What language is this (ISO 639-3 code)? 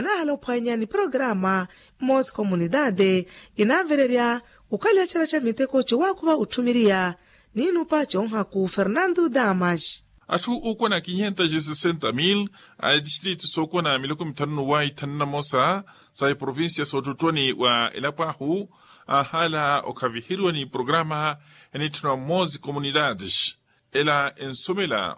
vmw